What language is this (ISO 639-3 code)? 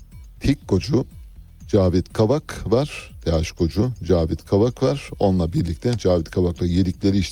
tur